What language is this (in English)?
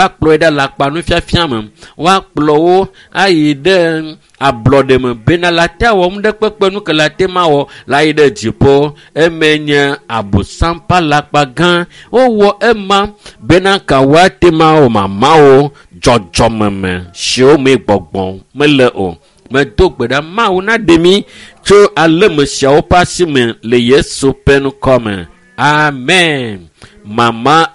Ewe